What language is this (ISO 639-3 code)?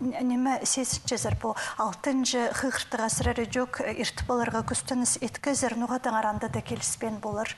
kjh